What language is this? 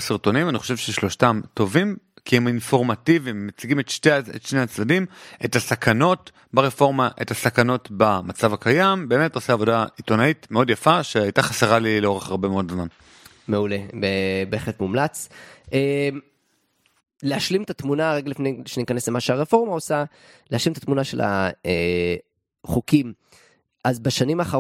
Hebrew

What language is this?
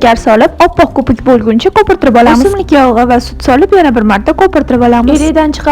Uzbek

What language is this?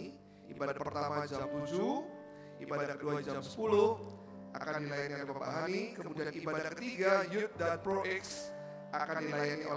Indonesian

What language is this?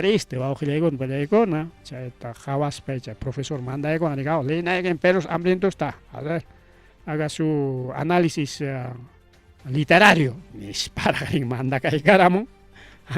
Ayacucho Quechua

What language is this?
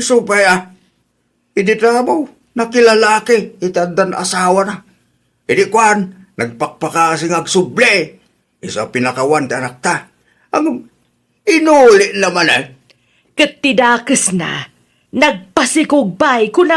Iloko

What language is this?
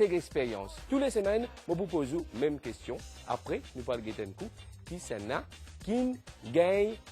Morisyen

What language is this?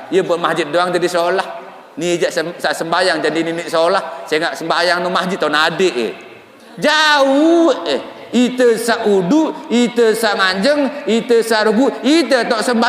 Sasak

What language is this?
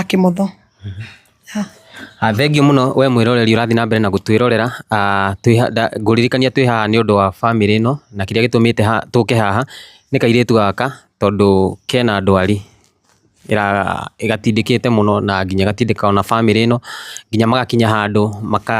Kikuyu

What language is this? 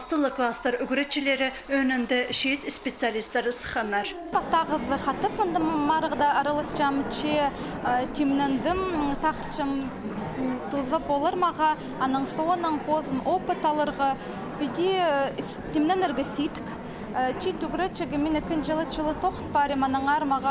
Khakas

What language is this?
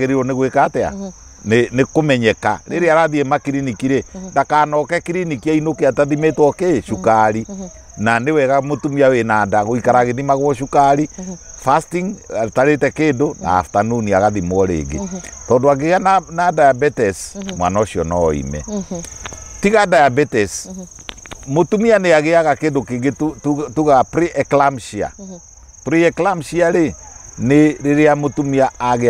Kikuyu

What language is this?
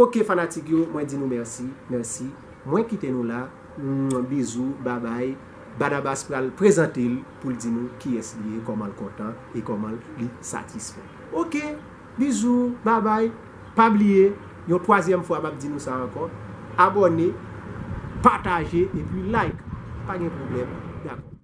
Haitian Creole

